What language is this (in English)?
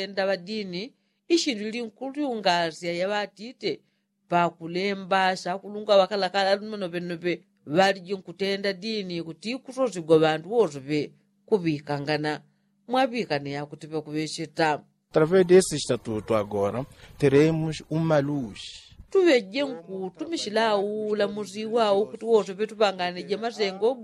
Yao